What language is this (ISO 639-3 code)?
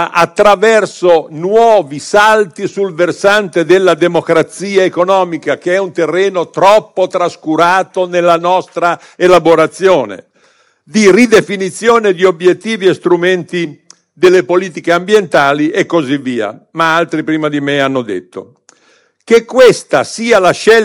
ita